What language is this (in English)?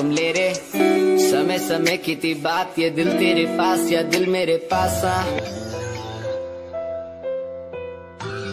Hindi